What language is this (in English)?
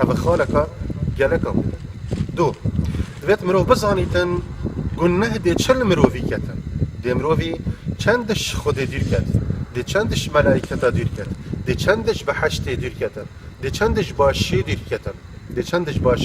Kurdish